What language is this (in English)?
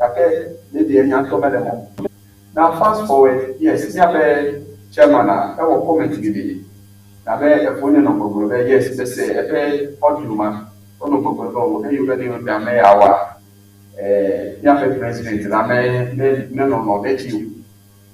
Ewe